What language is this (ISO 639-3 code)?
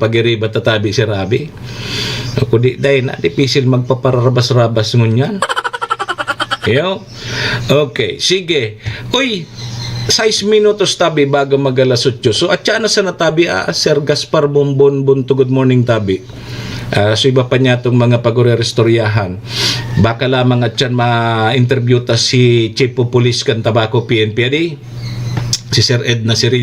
bik